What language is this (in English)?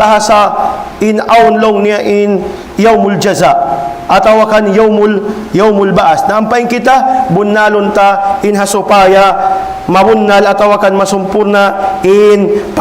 Tausug